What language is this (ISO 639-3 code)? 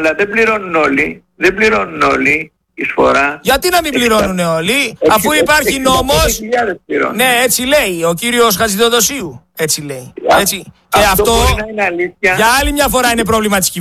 ell